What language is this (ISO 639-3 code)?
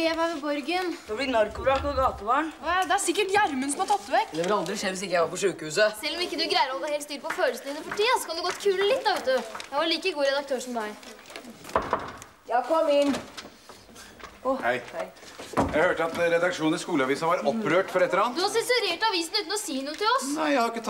nor